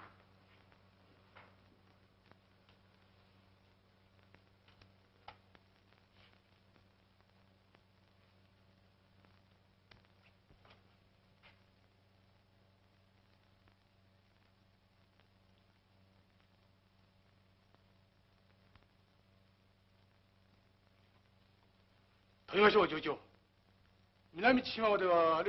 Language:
Japanese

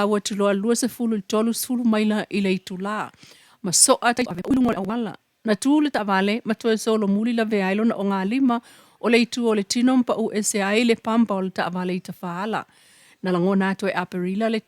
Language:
Samoan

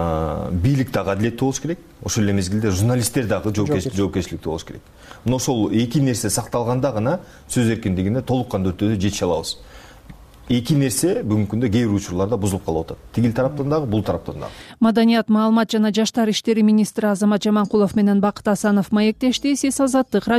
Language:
Kyrgyz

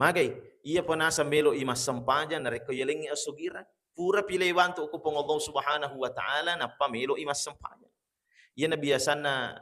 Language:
Buginese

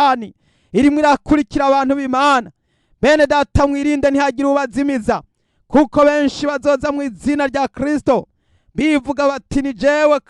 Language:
Rundi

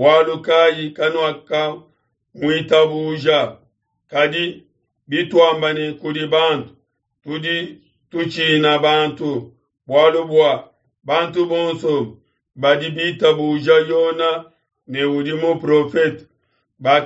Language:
Luba-Lulua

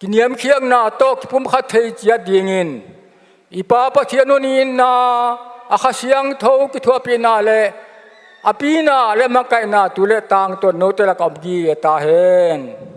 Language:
Paite Chin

